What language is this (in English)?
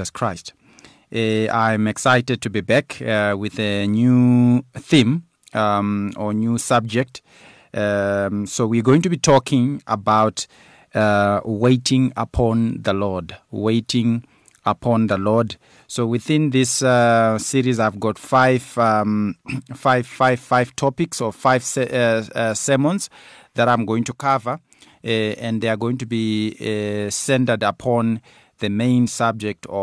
English